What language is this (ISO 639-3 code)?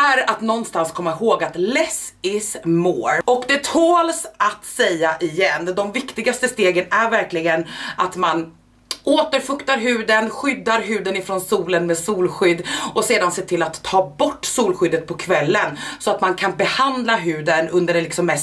swe